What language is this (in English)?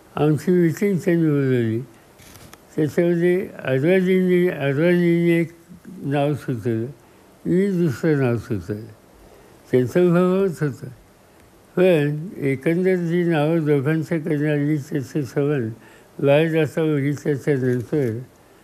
Marathi